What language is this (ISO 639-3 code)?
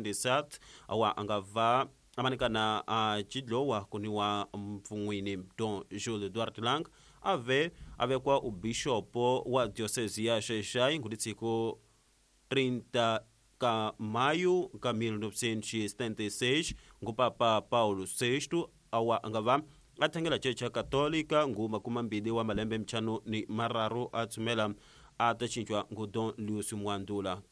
tso